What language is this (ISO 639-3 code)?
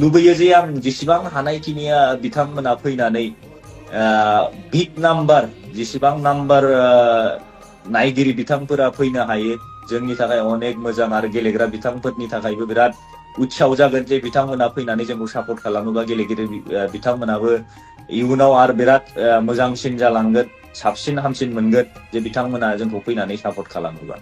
brx